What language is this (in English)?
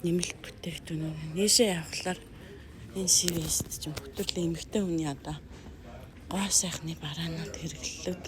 Mongolian